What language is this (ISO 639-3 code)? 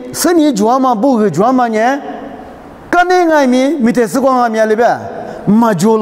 lis